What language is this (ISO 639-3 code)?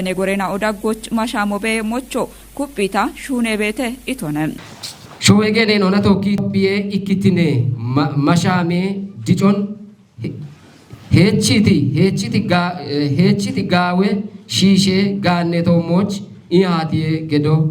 kbr